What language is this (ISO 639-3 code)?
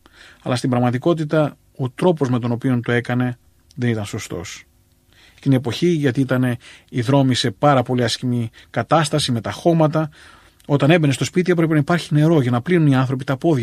ell